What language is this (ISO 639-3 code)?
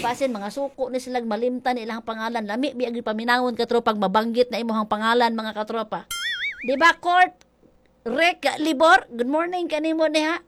ceb